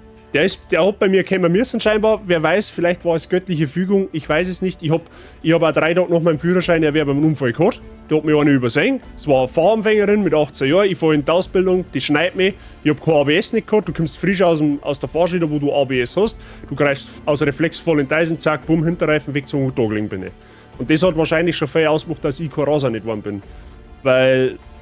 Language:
Bavarian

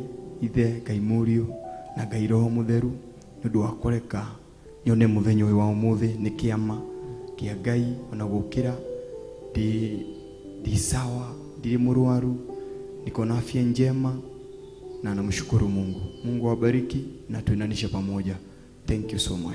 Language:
Kikuyu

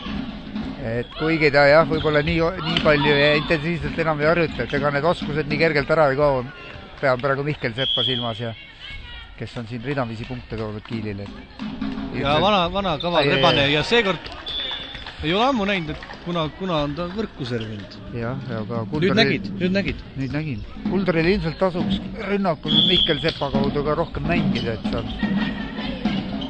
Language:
Estonian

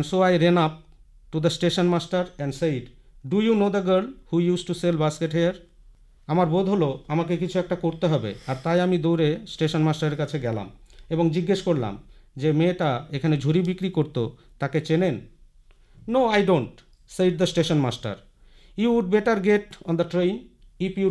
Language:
Bangla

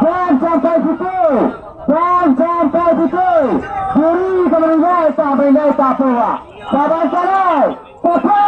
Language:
Minangkabau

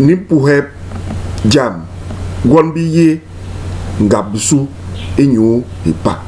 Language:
Basaa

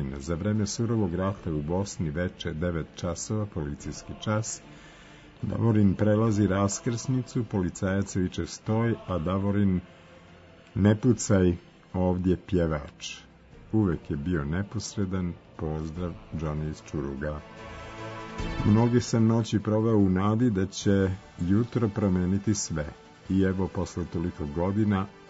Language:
Serbian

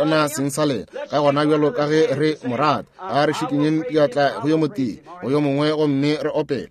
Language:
Northern Sotho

